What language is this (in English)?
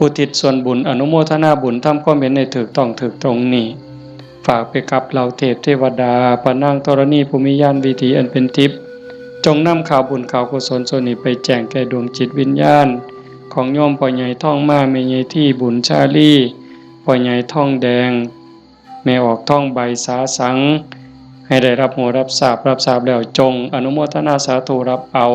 Northeastern Thai